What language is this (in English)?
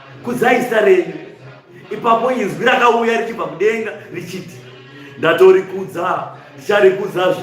Shona